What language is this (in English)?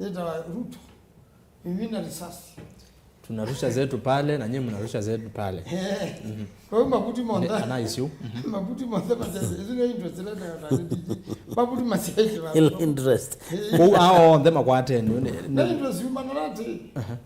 Kamba